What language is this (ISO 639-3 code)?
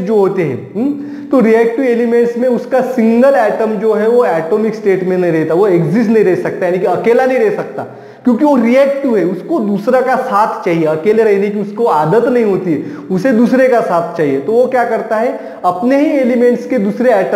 hin